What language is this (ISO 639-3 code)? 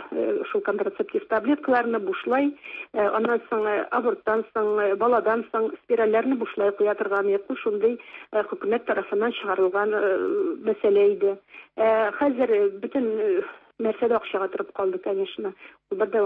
tat